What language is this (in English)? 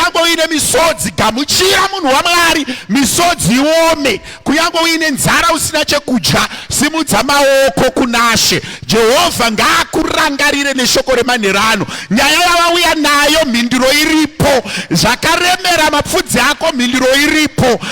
Shona